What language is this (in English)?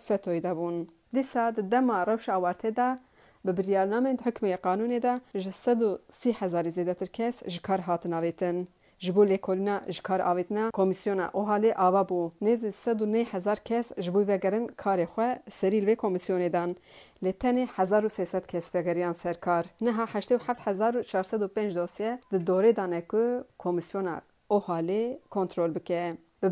Kurdish